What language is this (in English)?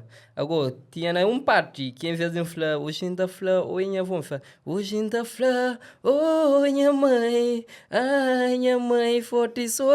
Kabuverdianu